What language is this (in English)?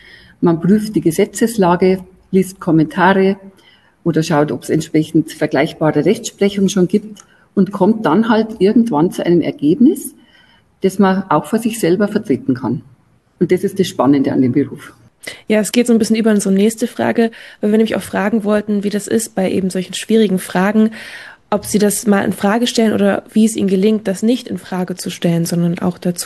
German